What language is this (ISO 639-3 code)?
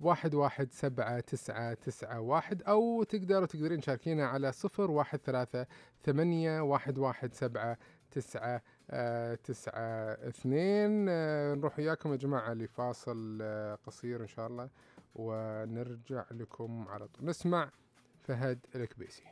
ars